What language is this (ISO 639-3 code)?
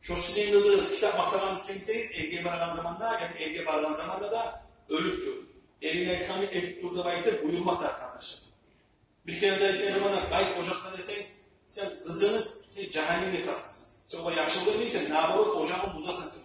kum